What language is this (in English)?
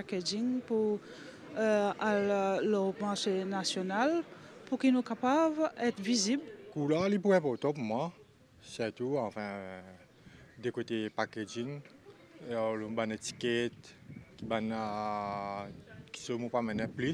Morisyen